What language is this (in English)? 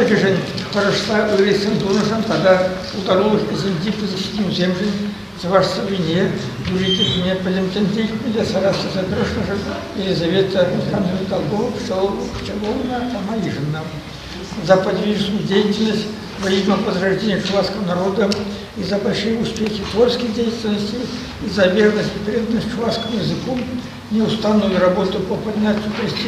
Chuvash